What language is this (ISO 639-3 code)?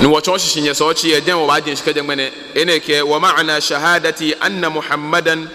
gaa